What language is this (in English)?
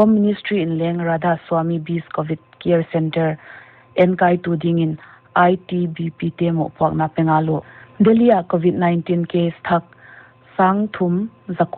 Paite Chin